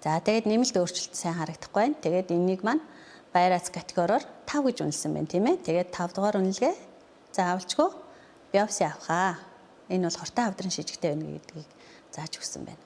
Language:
Mongolian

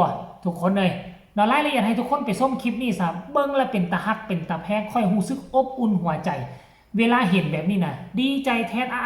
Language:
Northeastern Thai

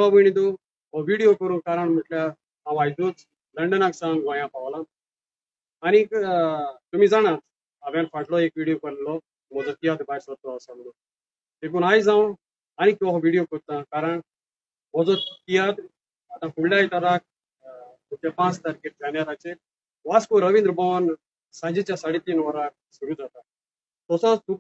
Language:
Konkani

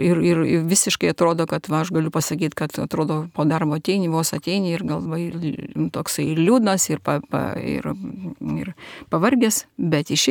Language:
Lithuanian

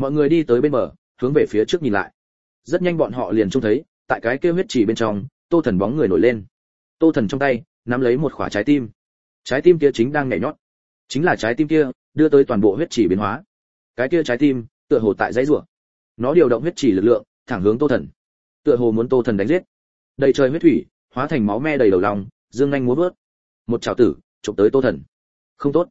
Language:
Vietnamese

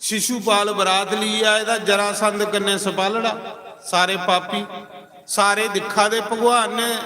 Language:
Dogri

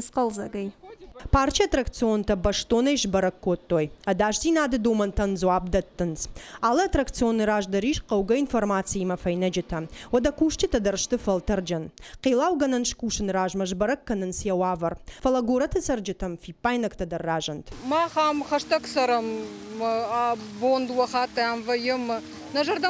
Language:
Ossetic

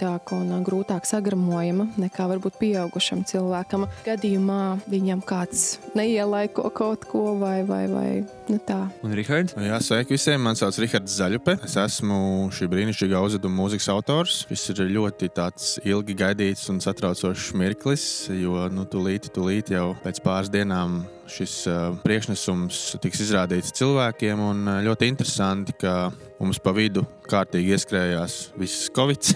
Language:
Latvian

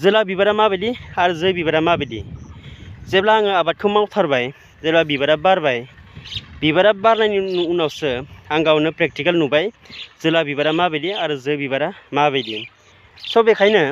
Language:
Bodo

